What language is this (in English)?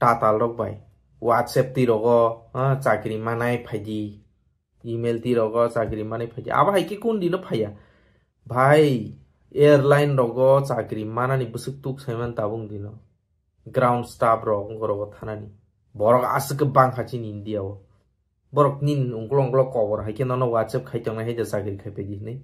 Kok Borok